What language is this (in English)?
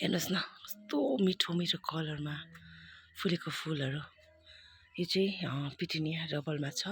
Nepali